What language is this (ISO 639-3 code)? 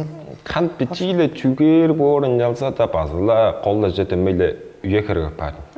tyv